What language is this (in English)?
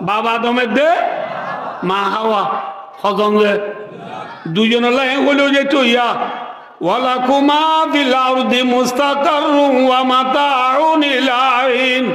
Rohingya